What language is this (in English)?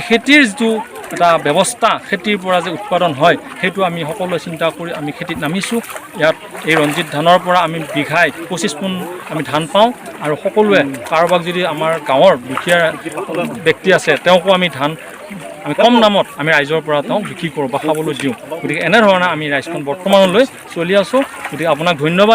Assamese